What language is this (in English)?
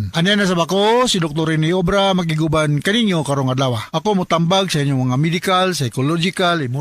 Cebuano